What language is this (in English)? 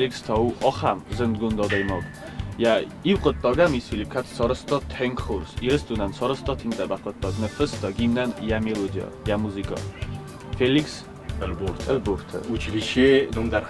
Ossetic